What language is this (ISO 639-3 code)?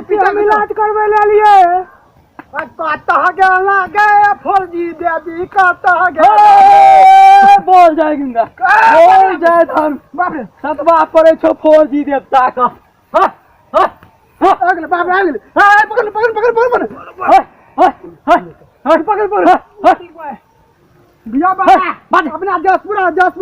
mai